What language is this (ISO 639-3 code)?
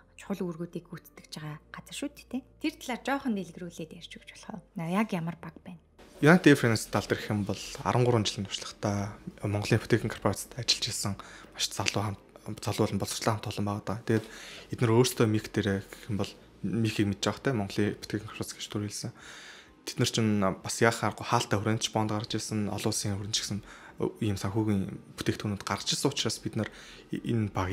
mon